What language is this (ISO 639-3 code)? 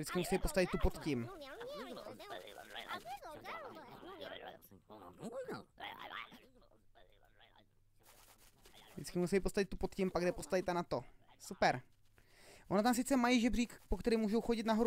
ces